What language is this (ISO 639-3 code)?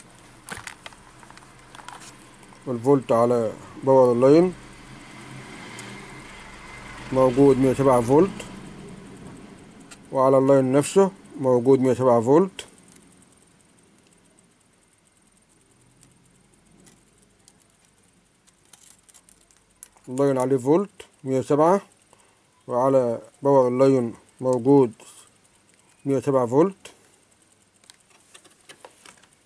arz